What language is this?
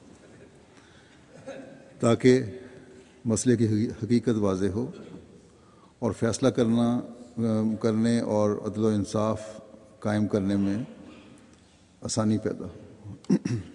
Urdu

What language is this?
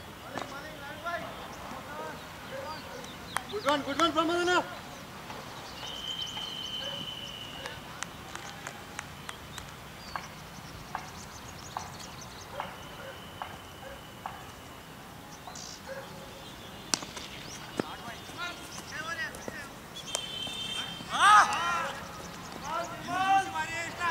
Telugu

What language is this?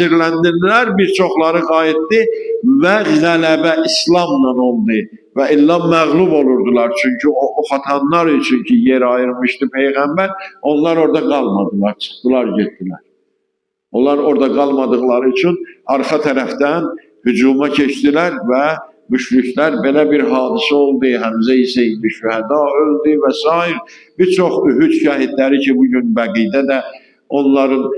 Azerbaijani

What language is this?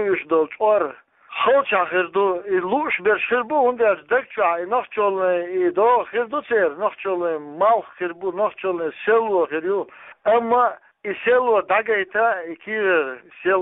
Chechen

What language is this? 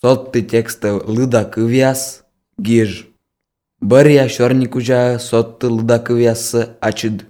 Azerbaijani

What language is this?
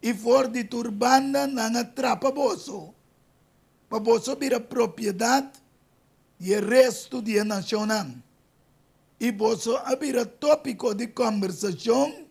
Papiamento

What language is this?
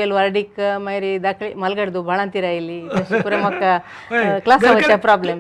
Konkani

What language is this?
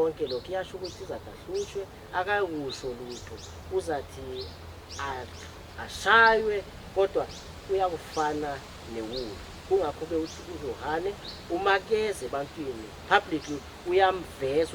Zulu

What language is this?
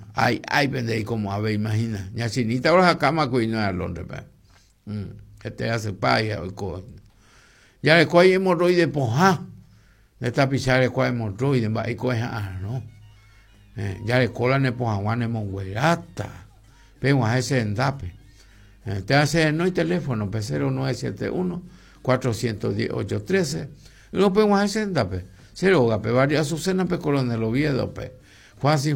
Guarani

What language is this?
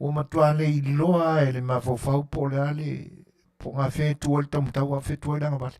Samoan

